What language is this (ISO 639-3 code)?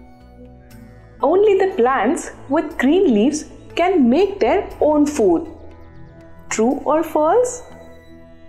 eng